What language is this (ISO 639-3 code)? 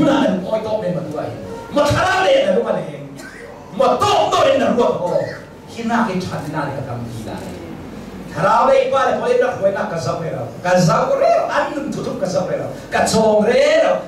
cnh